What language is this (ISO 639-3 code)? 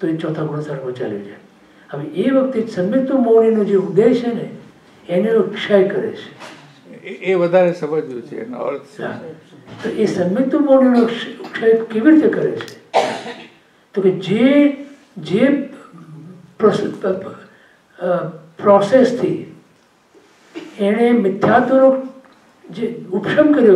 guj